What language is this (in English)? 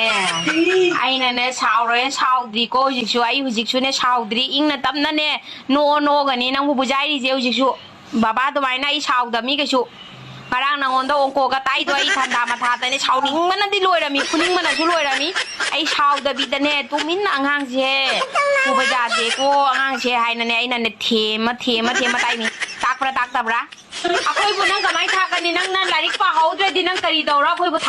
Manipuri